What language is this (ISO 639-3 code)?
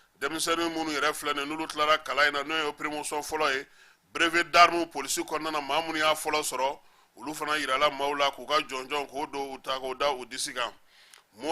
bam